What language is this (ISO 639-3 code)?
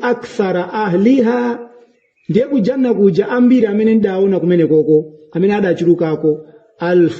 nya